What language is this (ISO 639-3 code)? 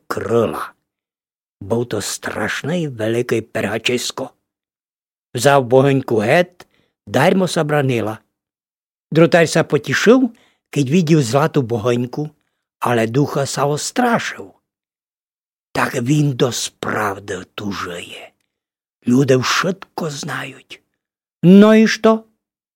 rue